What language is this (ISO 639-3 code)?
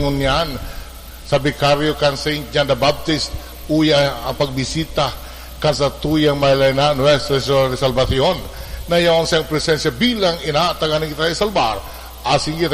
bik